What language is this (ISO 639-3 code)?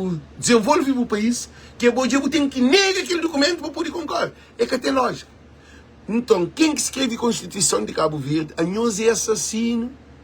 kea